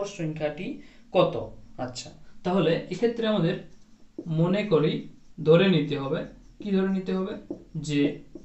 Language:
Bangla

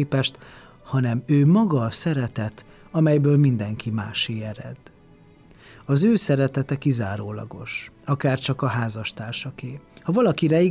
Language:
Hungarian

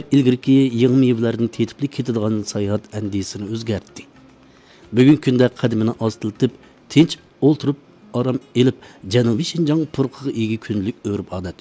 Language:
Uyghur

